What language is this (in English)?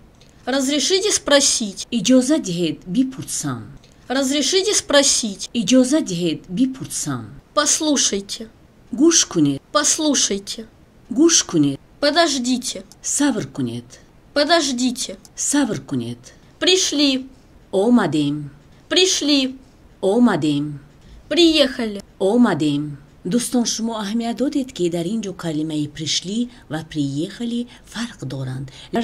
Tajik